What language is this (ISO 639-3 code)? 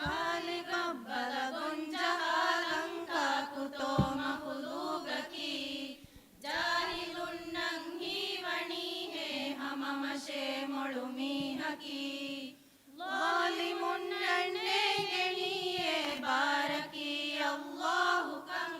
div